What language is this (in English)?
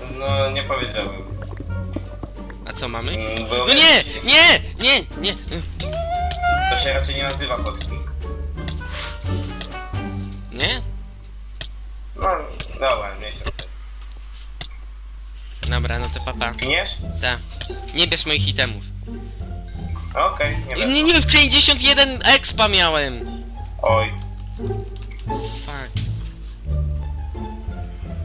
Polish